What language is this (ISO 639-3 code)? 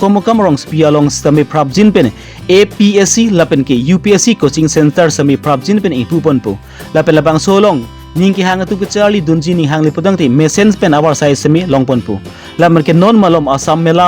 mjw